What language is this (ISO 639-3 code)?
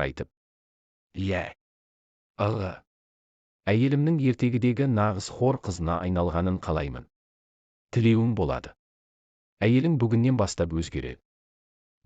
kaz